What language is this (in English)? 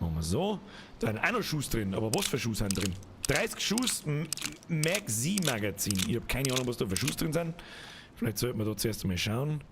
Bavarian